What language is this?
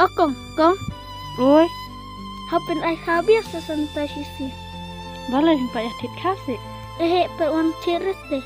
Khasi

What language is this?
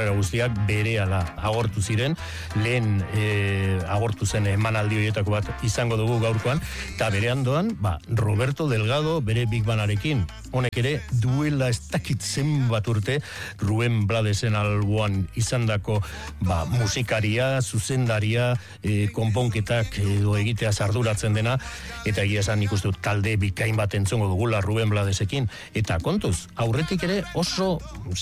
Basque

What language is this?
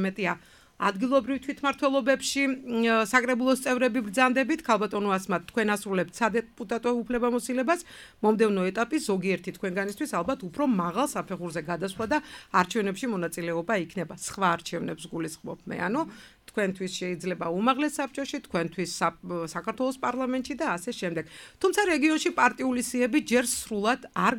Georgian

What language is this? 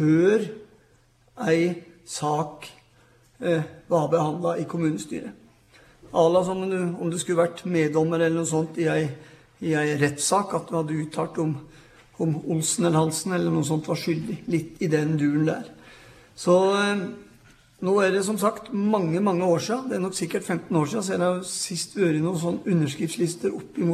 Norwegian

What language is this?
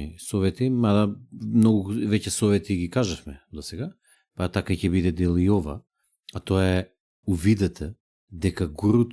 Macedonian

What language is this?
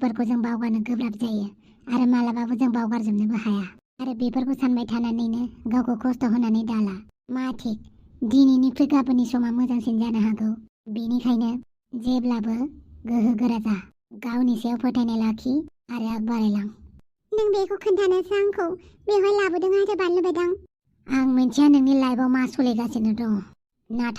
Bodo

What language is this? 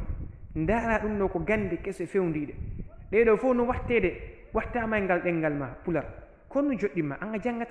Fula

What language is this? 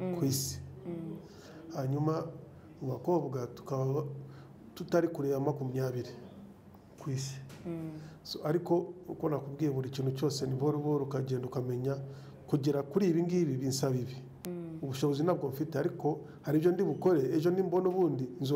Kinyarwanda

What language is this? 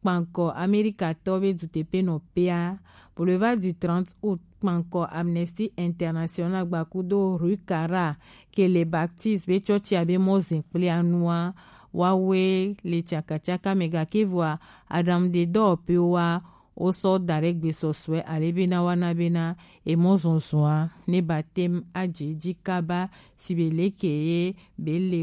Gen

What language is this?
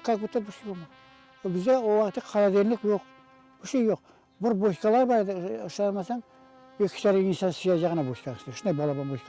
Crimean Tatar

